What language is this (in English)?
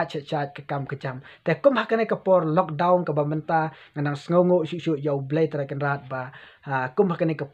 Khasi